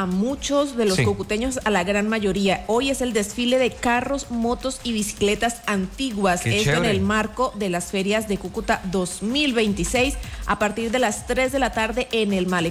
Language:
Spanish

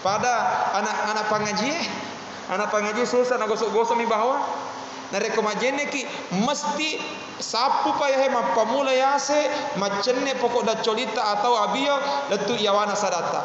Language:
Buginese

